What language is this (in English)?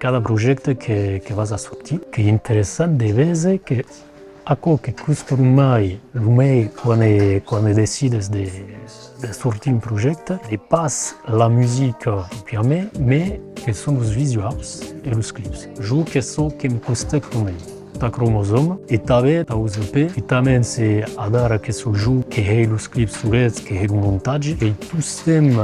Occitan